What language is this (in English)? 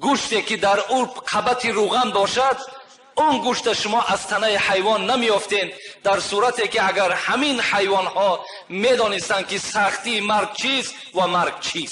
Tajik